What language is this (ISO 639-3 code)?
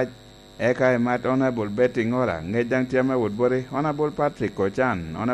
laj